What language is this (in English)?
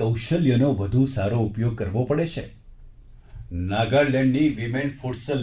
Gujarati